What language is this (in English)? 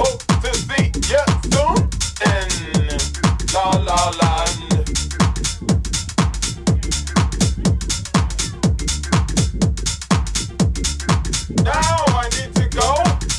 English